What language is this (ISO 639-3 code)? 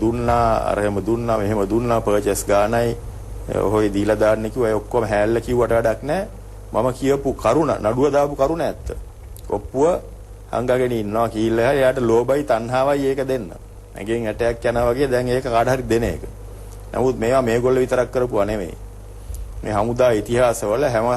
sin